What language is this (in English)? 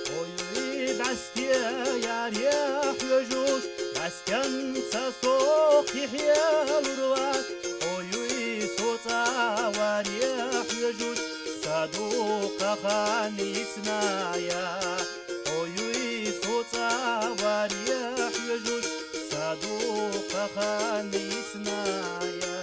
Chechen